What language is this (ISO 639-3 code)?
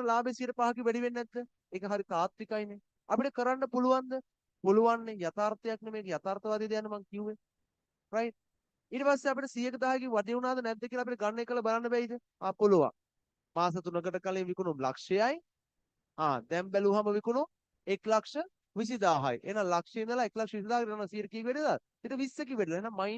sin